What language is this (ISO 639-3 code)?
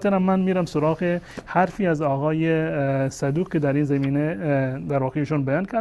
fas